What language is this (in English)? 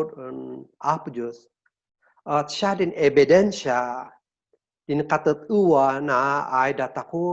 Kankanaey